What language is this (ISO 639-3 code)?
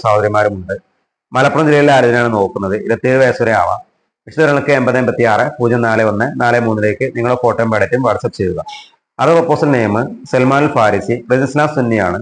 mal